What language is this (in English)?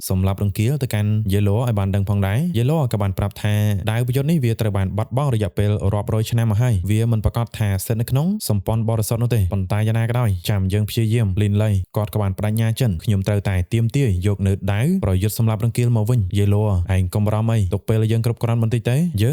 Khmer